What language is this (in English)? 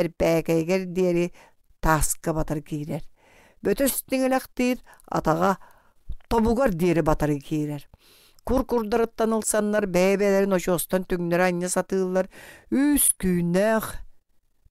Yakut